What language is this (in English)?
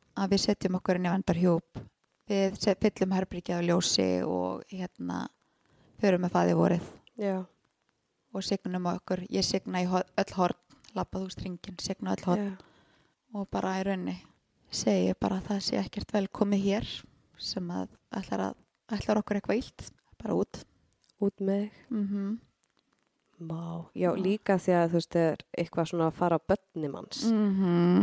Icelandic